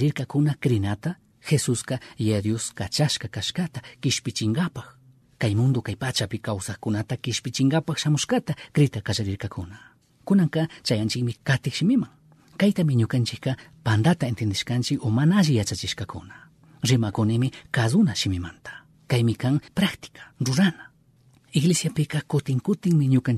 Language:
Chimborazo Highland Quichua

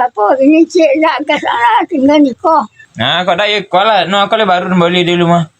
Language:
Minangkabau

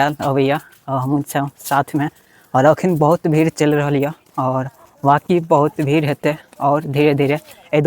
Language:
Maithili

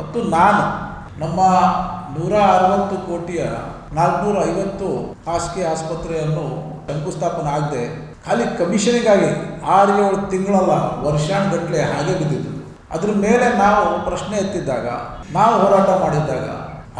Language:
Kannada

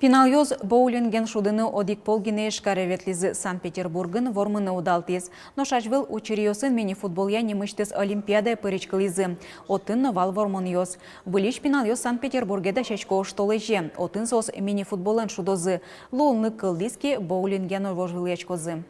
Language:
Udmurt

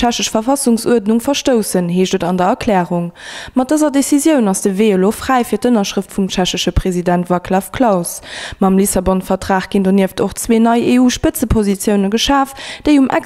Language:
Luxembourgish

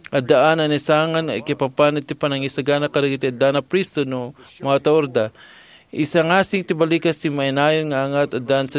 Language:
Iloko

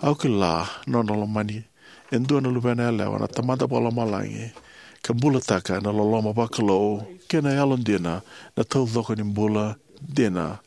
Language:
Fijian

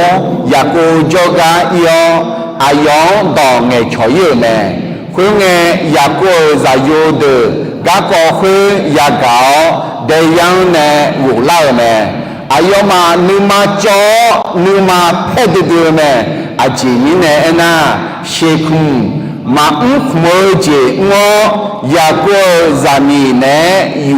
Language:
Akha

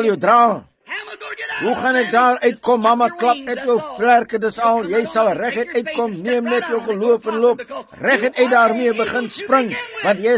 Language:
Afrikaans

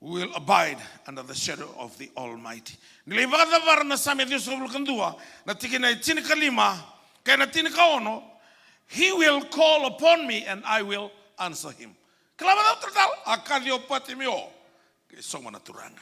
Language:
Fijian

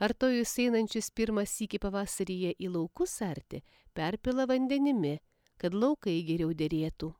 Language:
Lithuanian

